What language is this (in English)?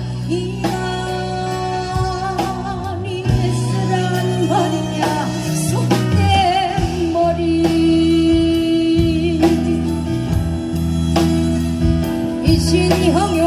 Korean